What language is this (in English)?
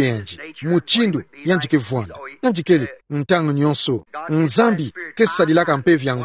Kituba (Democratic Republic of Congo)